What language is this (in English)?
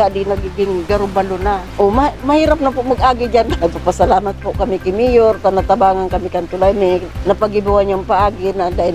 Bikol